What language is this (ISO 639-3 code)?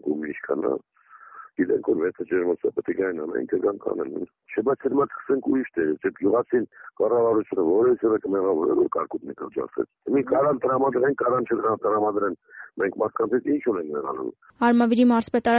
hye